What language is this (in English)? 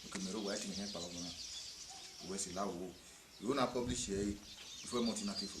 Bini